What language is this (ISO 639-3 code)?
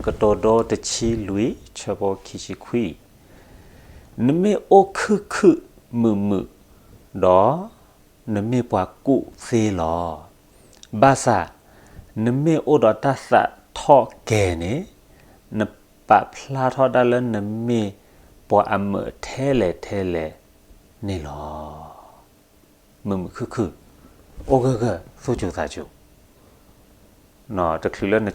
ksw